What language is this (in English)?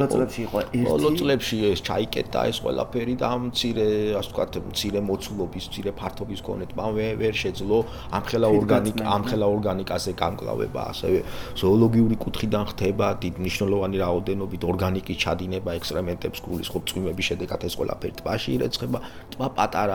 Georgian